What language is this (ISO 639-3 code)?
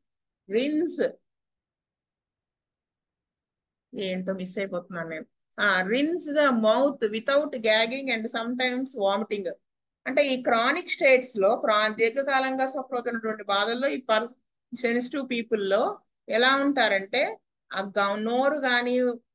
tel